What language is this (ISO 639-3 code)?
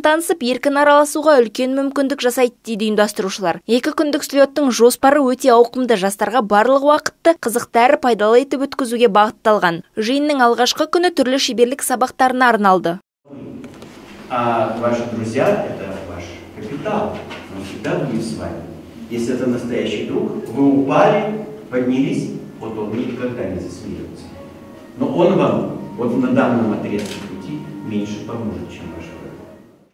kaz